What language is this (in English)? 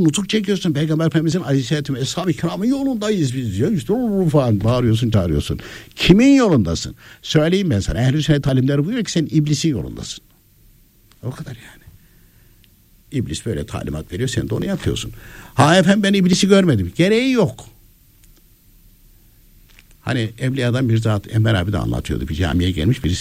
Turkish